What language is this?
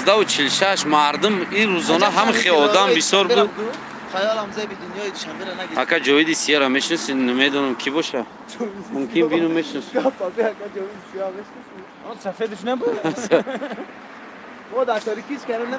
Tajik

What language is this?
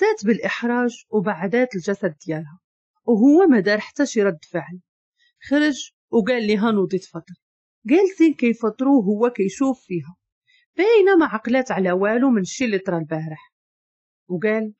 Moroccan Arabic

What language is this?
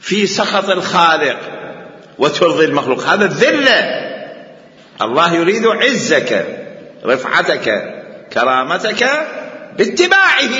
Mesopotamian Arabic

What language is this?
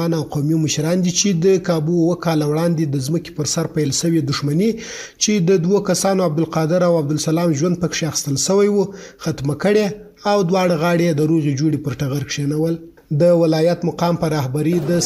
Pashto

